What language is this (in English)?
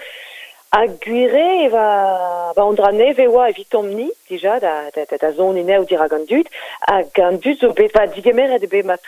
Breton